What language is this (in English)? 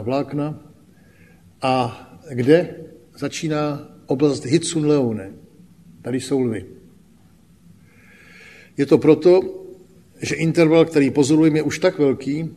Czech